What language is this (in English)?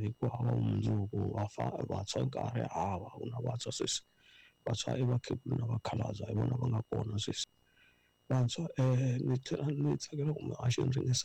Tsonga